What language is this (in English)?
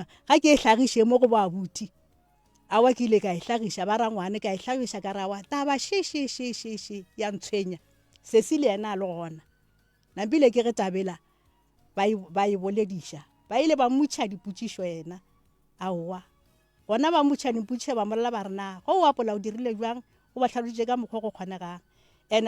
Northern Sotho